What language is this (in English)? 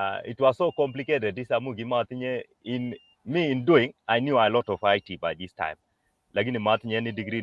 Kalenjin